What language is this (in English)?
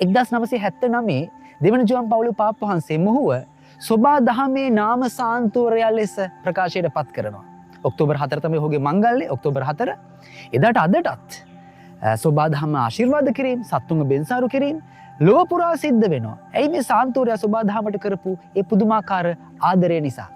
Sinhala